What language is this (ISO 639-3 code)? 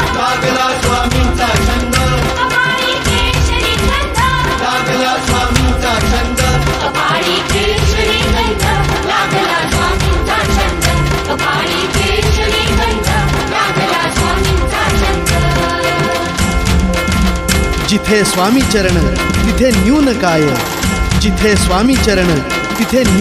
mar